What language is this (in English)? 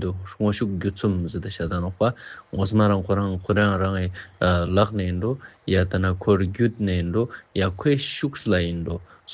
Ladakhi